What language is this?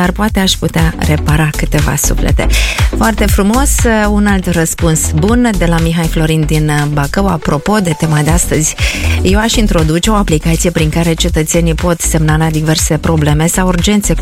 Romanian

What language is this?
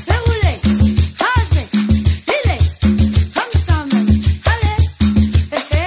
Réunion Creole French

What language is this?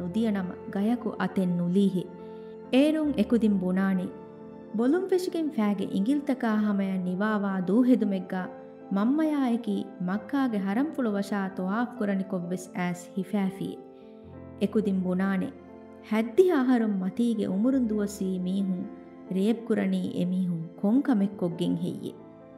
Divehi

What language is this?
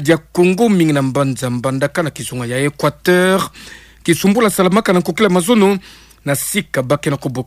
Kituba (Democratic Republic of Congo)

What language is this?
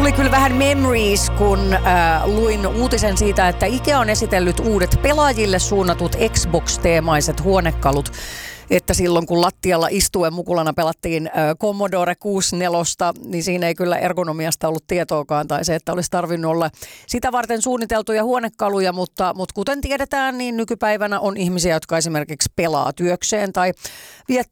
Finnish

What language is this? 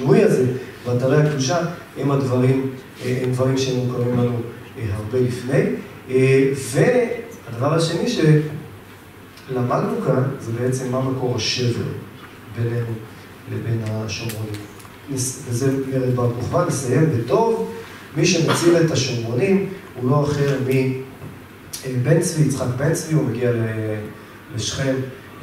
Hebrew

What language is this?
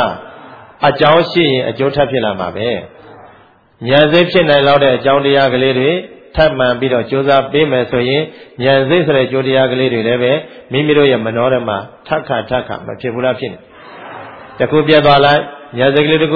Burmese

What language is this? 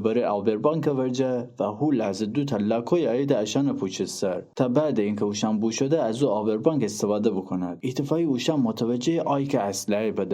Gilaki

